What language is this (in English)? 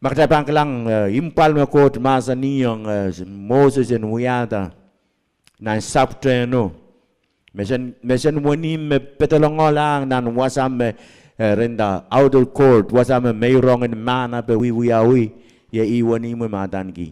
Pohnpeian